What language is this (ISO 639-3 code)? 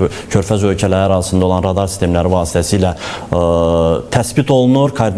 aze